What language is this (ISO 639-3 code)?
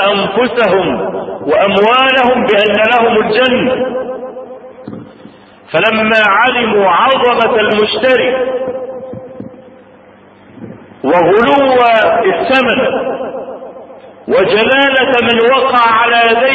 ara